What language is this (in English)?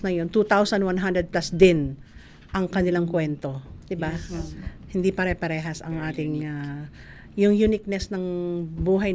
Filipino